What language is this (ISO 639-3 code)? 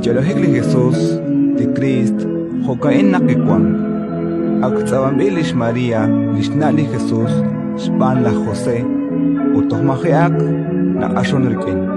kek